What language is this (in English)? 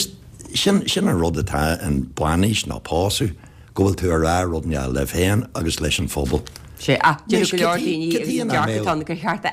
Irish